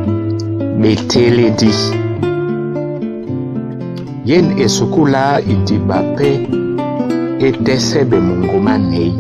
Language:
Duala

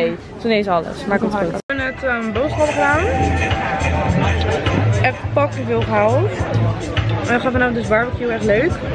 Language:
Dutch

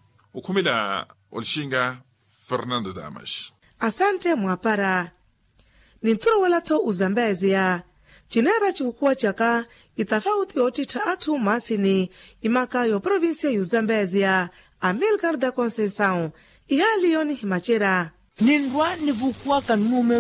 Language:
Makhuwa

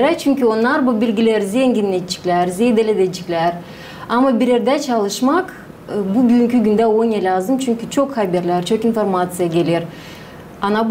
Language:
Gagauz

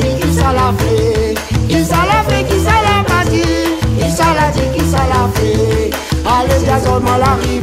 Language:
Réunion Creole French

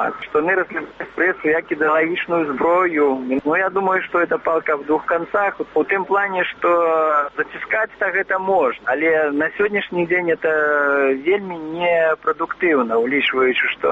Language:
Belarusian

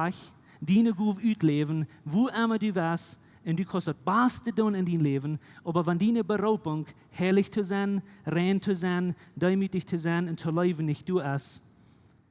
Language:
Plautdietsch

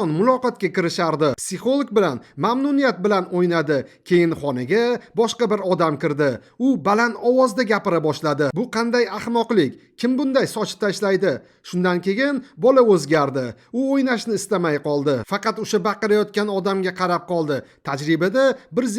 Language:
Uzbek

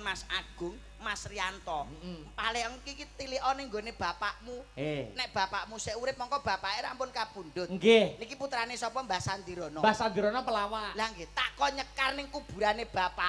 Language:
Javanese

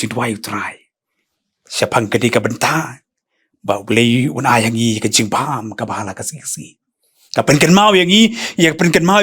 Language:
Khasi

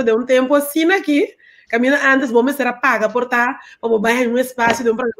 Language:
Papiamento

